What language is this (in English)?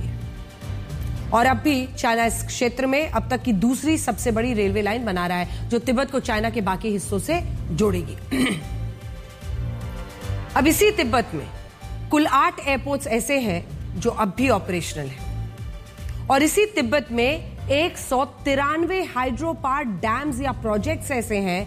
Hindi